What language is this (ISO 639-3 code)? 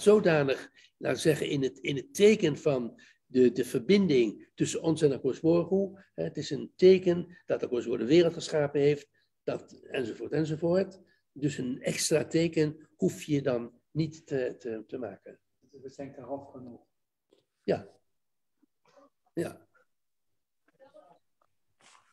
nld